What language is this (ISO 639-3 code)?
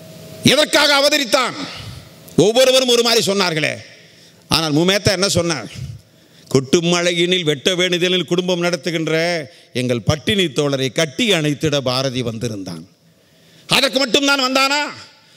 tam